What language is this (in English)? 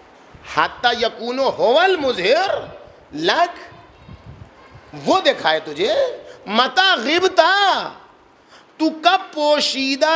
Urdu